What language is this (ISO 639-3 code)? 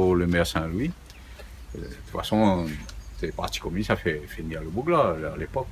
rcf